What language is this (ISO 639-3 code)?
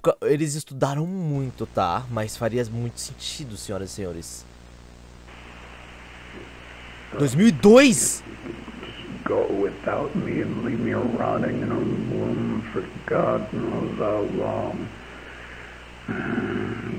por